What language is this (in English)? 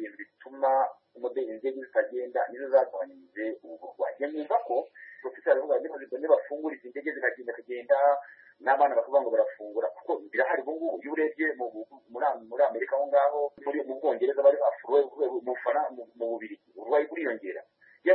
Kinyarwanda